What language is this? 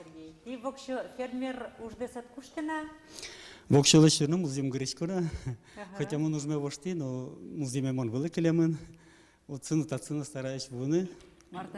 Udmurt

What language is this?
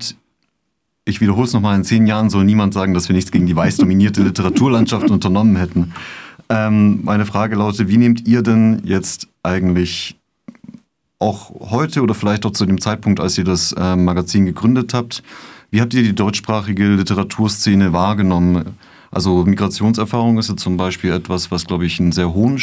German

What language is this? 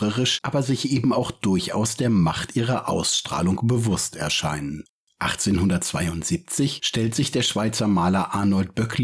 German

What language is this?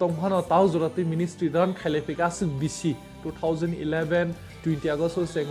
Kok Borok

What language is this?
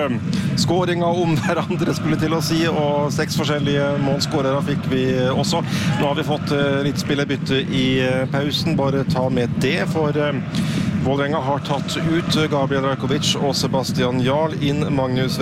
Norwegian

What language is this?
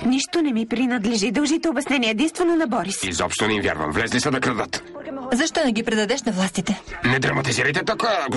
Bulgarian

